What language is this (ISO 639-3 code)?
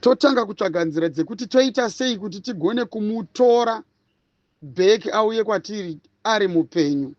sna